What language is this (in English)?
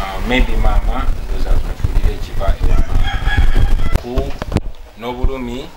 Ganda